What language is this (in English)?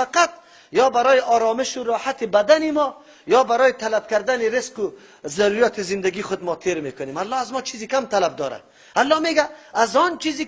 Persian